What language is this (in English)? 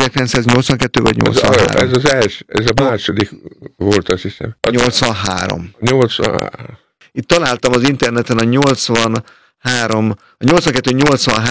Hungarian